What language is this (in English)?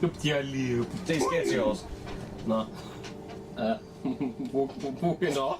Bavarian